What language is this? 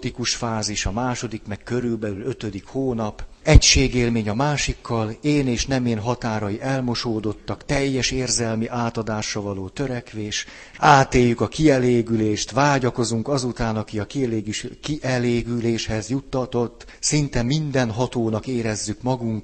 Hungarian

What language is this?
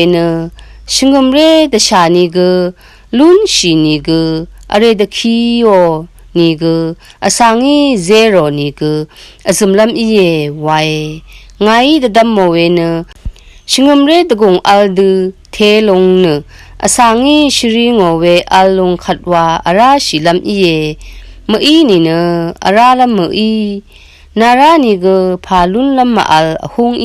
Rawang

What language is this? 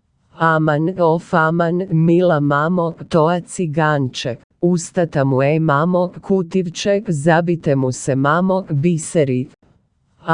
Macedonian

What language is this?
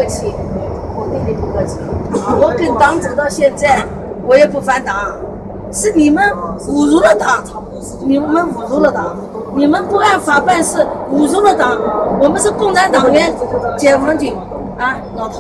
Chinese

